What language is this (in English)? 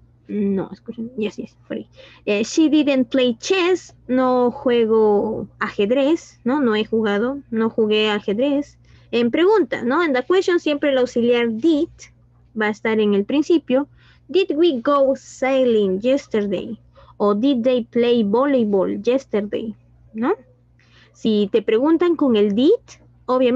Spanish